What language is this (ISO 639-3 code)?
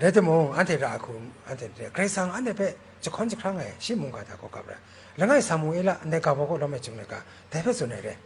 kac